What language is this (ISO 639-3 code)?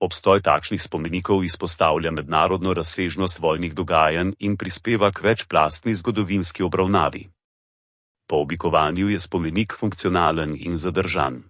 slv